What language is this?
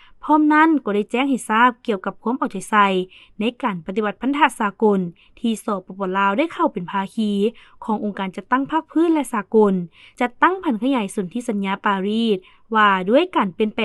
Lao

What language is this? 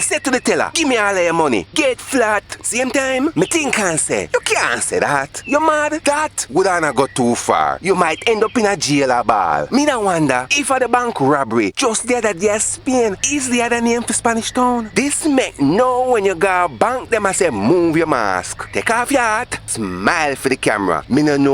Jamaican Creole English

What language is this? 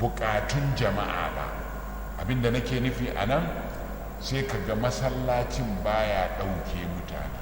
Hausa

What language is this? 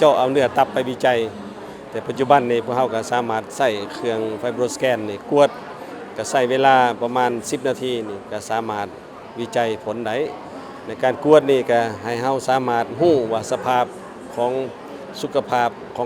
Lao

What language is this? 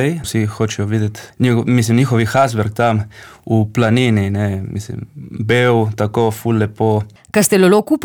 Slovenian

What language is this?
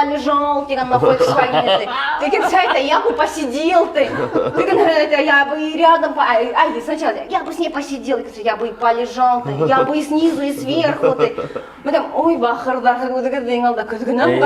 Bashkir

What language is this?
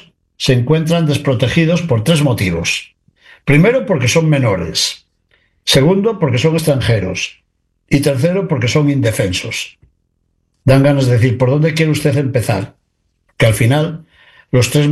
Spanish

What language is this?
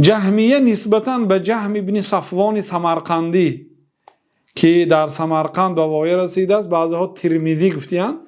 Persian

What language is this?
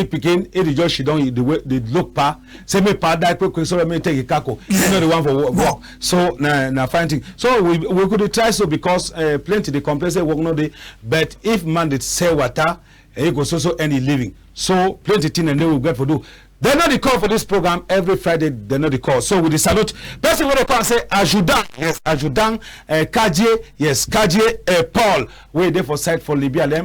Cameroon Pidgin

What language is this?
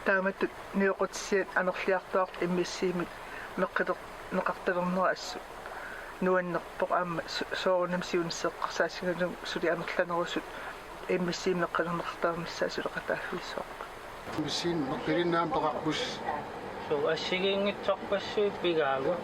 Kalaallisut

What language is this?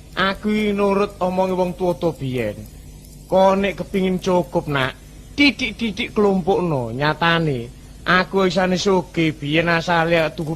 Javanese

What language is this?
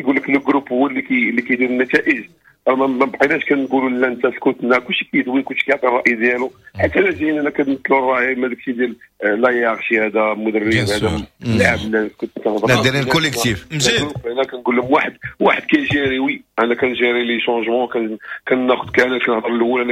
Moroccan Arabic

